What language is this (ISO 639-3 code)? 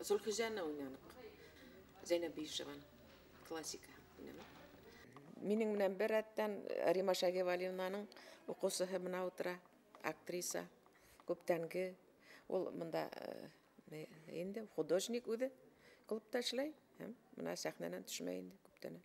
bak